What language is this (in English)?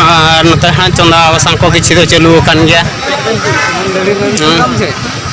Santali